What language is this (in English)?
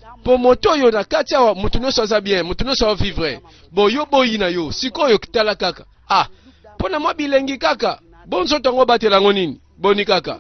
Lingala